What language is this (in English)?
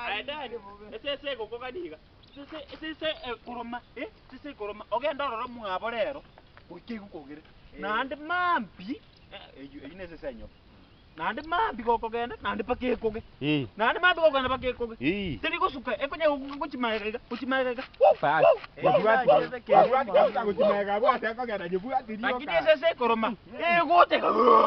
Gusii